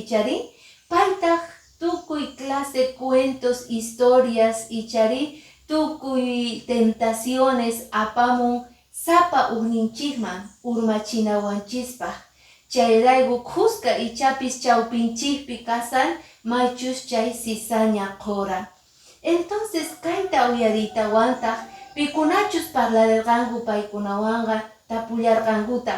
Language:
Quechua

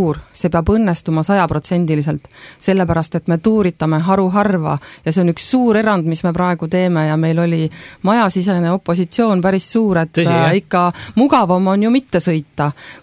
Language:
Estonian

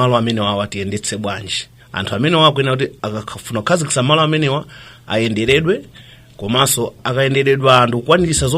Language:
Nyanja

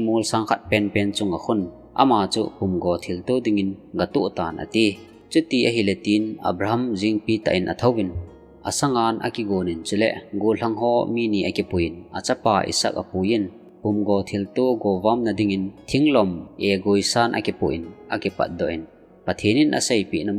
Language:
Thado Chin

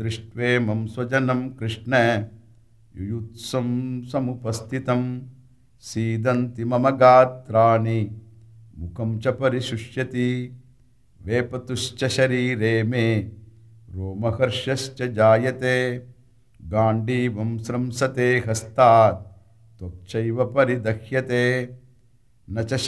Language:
Sanskrit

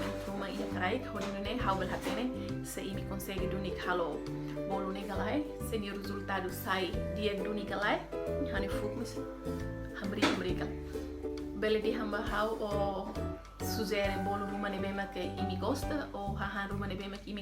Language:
Tetum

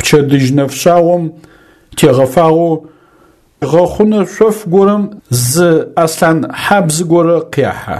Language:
Adyghe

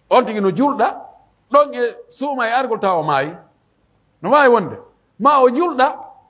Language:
Pular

